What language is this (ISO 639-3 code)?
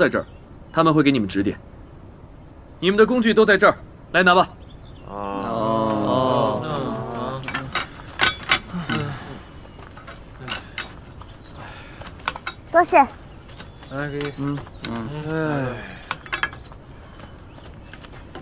zho